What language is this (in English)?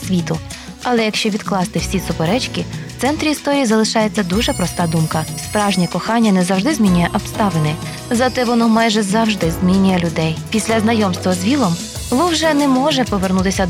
Ukrainian